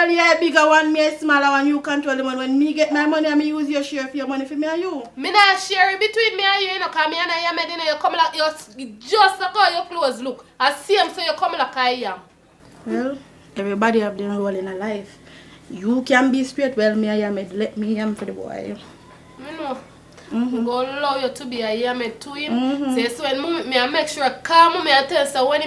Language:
Jamaican Creole English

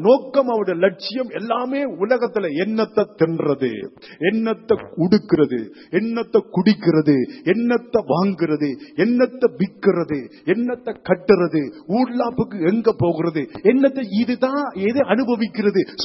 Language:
Tamil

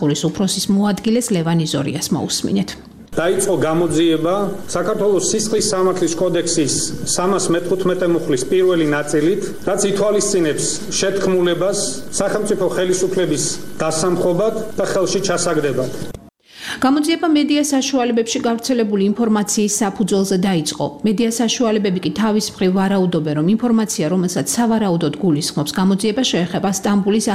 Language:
Georgian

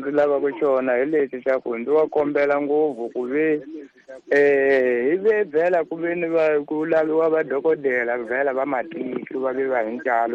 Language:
Tsonga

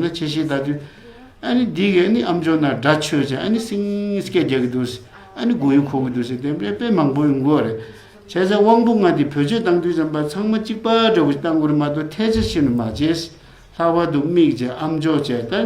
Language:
Tibetan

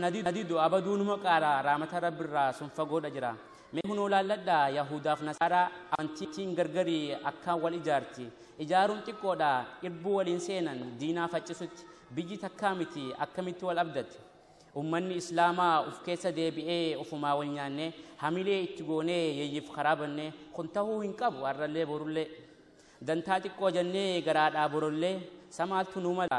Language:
Oromo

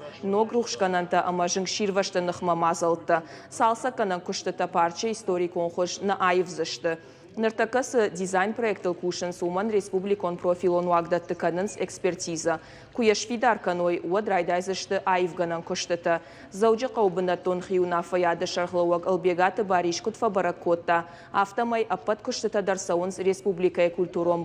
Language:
Ossetic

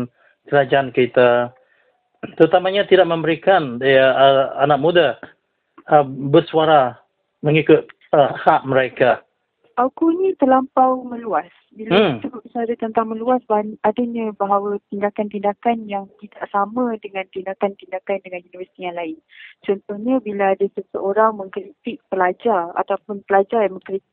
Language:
Malay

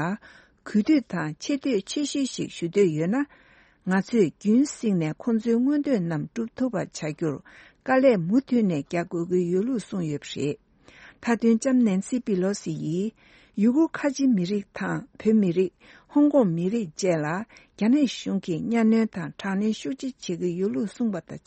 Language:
Tibetan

